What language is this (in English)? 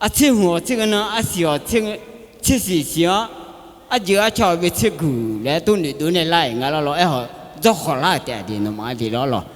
Akha